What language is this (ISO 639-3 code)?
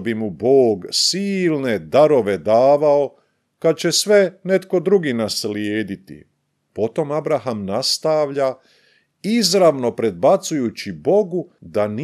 hrv